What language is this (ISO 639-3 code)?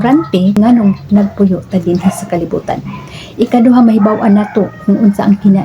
ceb